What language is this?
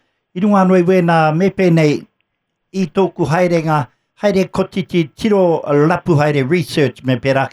Māori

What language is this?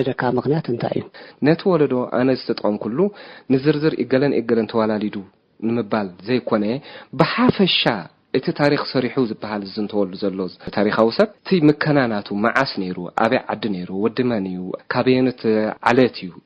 Tigrinya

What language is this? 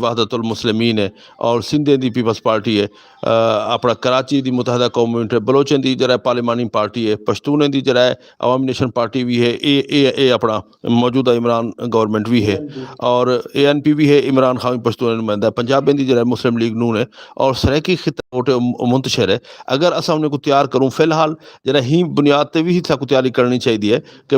Saraiki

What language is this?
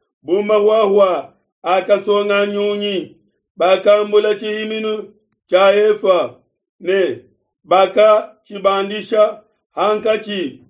Luba-Lulua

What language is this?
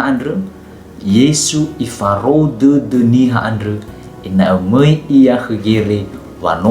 Nias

